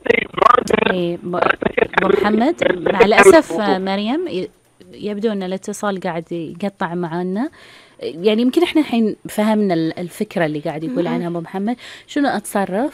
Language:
Gulf Arabic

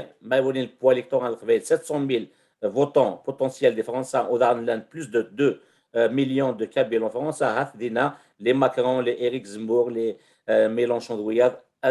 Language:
Kabyle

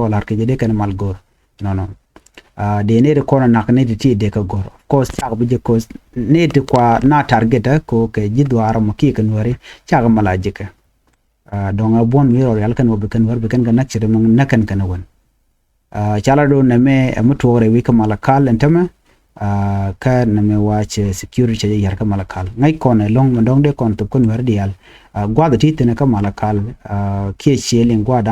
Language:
Nuer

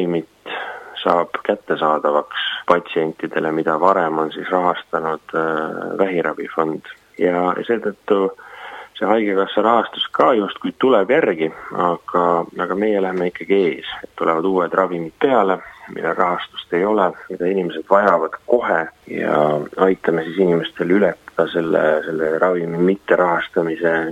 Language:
Estonian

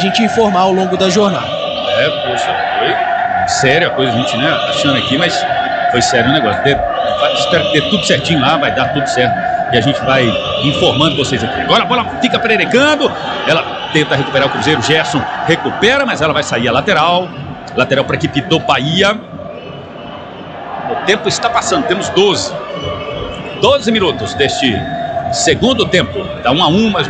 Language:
Portuguese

